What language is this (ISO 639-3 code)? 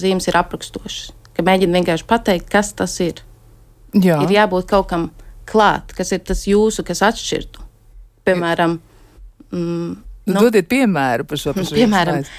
lav